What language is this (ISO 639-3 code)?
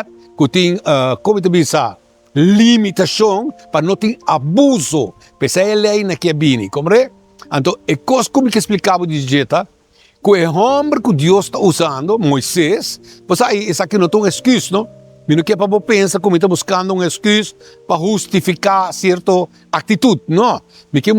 pap